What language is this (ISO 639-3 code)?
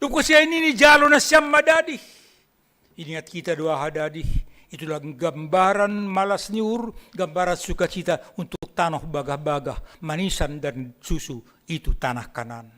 bts